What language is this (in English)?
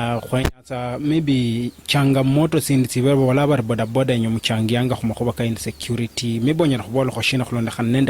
Luyia